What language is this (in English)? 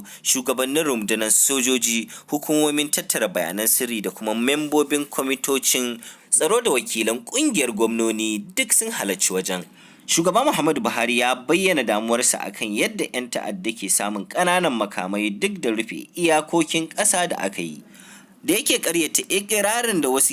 Hausa